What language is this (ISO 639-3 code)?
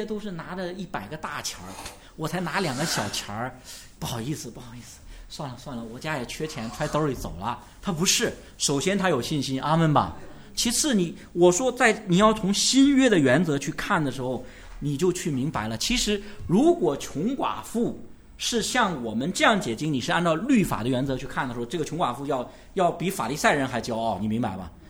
zho